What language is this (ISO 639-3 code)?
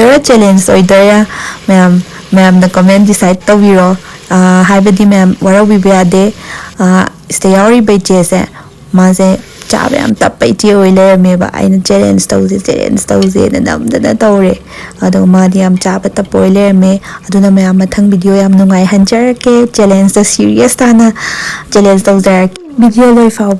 mni